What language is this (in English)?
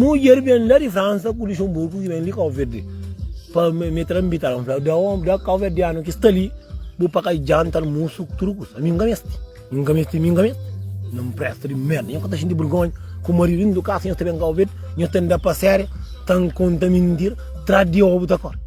Kabuverdianu